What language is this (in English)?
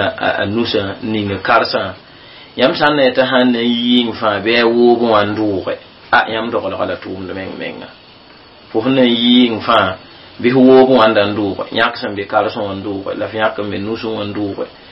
Mossi